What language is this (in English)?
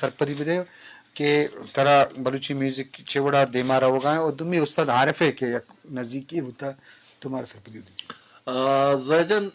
Eastern Balochi